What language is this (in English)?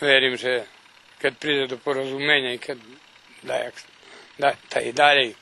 Rusyn